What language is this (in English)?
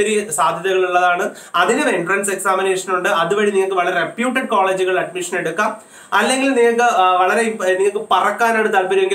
Malayalam